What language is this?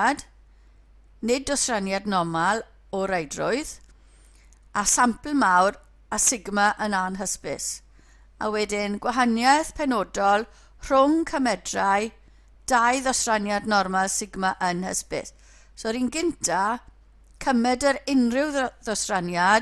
Welsh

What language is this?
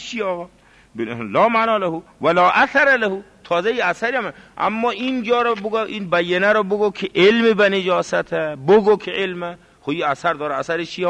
Persian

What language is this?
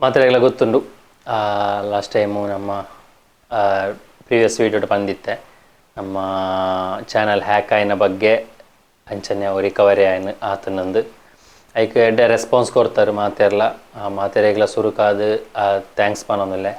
Tulu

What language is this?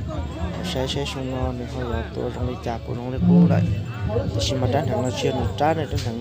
Hmong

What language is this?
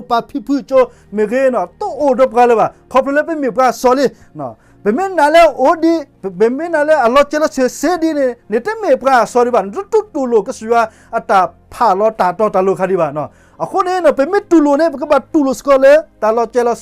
S'gaw Karen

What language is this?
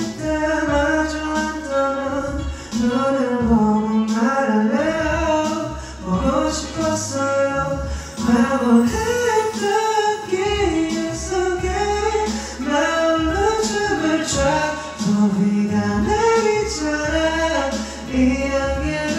Korean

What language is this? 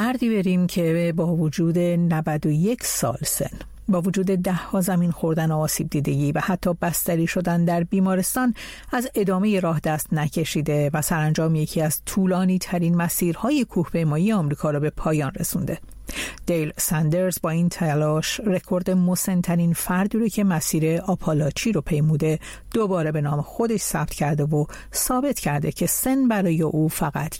Persian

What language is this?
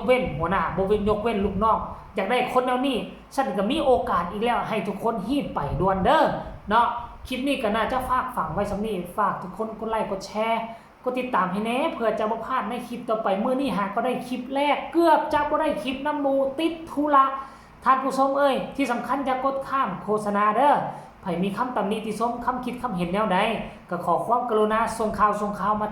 Northeastern Thai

